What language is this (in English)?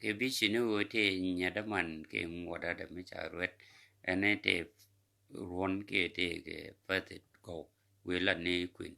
Nuer